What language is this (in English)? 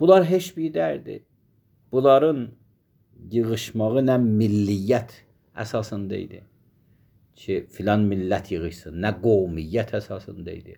Azerbaijani